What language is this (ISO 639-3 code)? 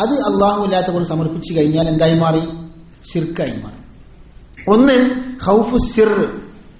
mal